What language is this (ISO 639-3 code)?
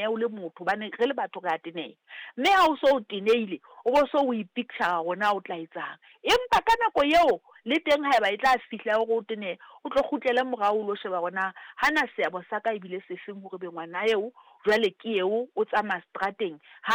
sot